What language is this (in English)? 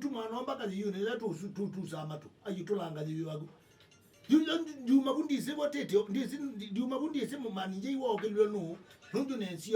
Kamba